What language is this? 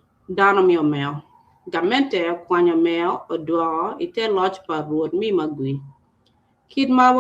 Acoli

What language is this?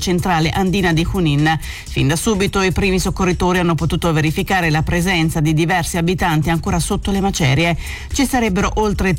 Italian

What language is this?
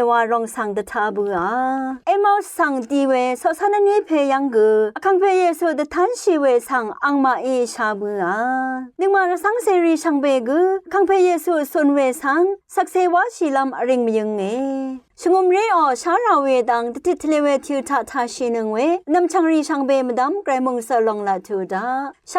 Rawang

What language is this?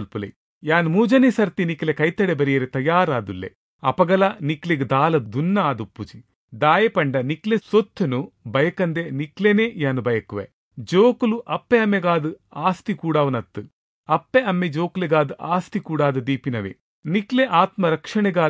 Tulu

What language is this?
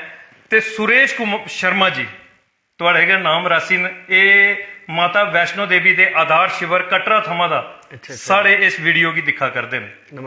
Dogri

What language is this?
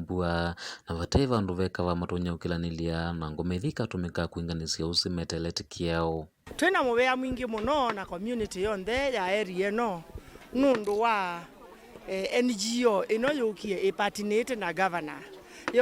Kamba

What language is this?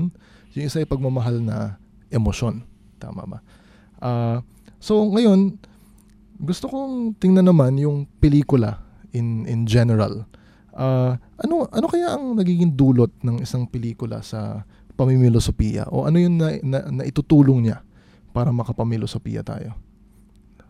Filipino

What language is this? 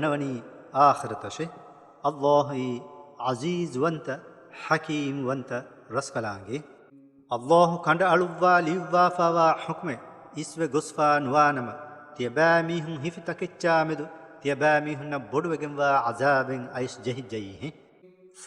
Divehi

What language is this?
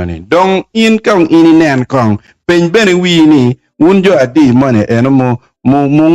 Acoli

